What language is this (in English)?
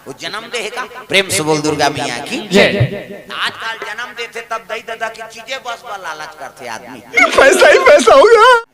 Chhattisgarhi